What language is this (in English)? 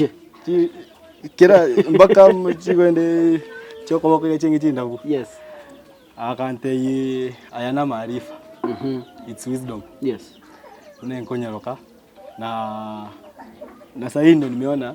Gusii